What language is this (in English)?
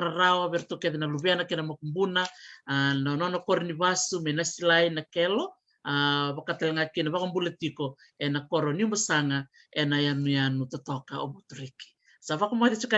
Fijian